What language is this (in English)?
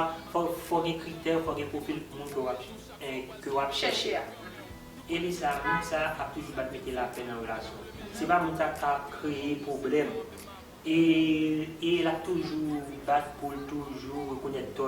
Haitian Creole